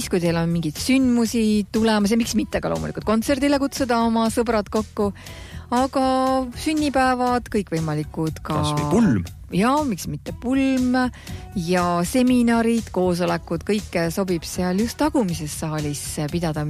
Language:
Estonian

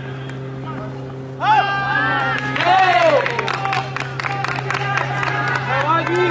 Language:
Italian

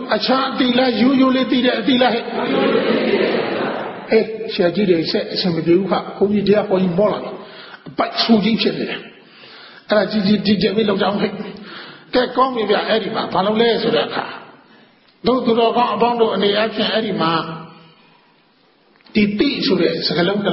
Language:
Burmese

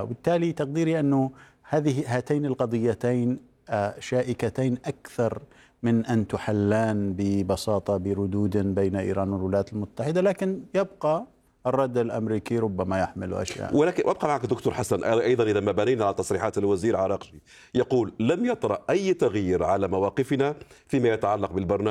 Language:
Arabic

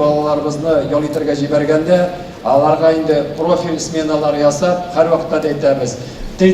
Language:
Tatar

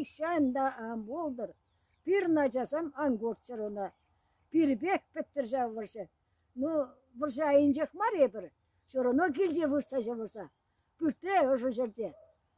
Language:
Chuvash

